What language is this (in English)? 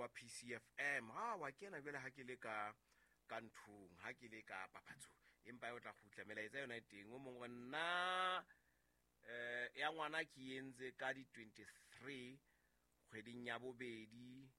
Southern Sotho